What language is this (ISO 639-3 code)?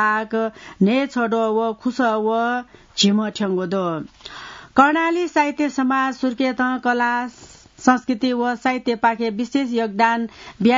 new